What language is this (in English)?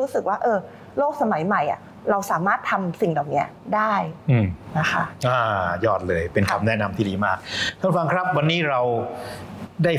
Thai